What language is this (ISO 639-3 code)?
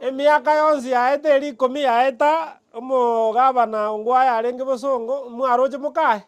guz